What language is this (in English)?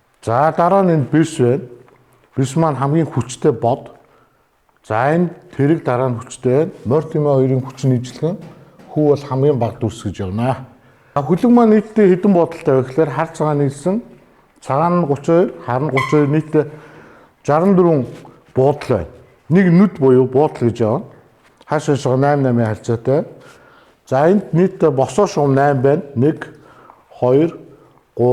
Mongolian